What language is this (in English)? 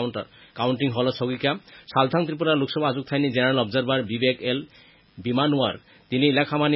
Kok Borok